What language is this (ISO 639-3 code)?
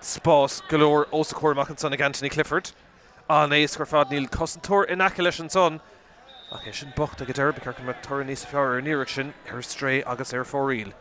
gle